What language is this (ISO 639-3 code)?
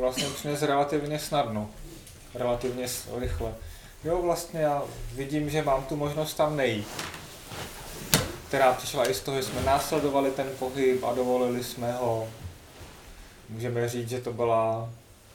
ces